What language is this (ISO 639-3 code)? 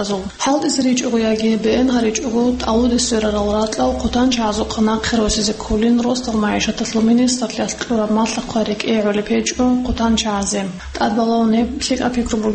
ava